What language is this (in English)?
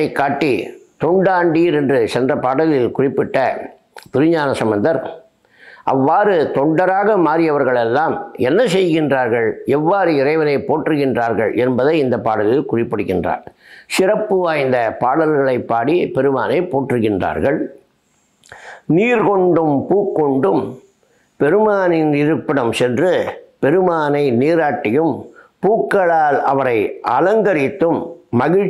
Tamil